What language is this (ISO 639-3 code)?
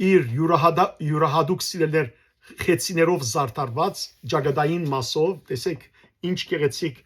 hyw